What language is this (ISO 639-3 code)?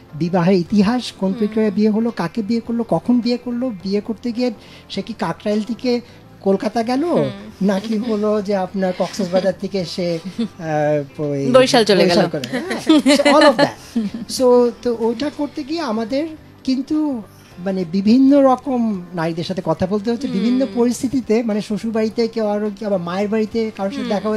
ben